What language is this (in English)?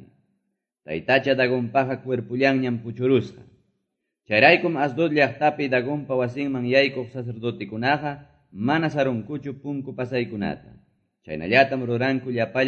Quechua